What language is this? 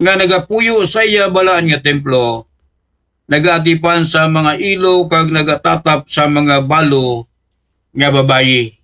Aklanon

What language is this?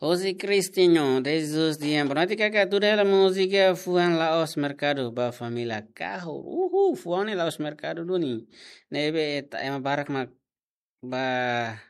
Tetum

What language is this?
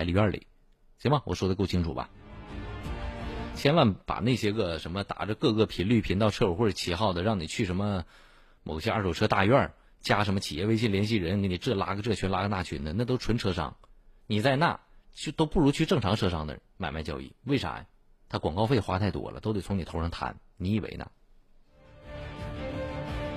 Chinese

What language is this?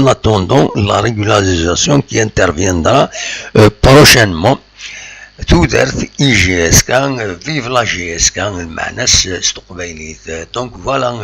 Kabyle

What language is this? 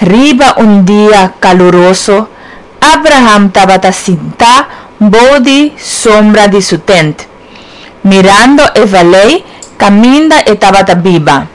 Papiamento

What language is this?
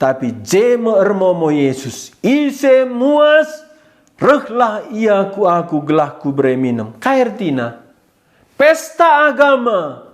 Batak Karo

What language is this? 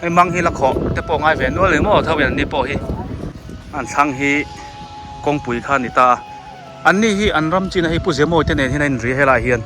Biete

